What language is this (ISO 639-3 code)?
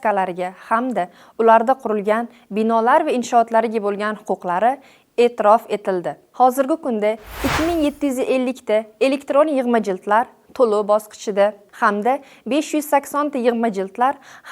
uzb